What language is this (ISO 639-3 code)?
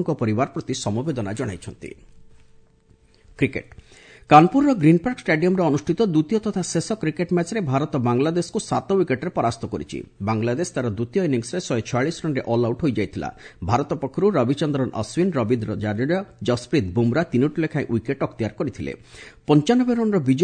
ori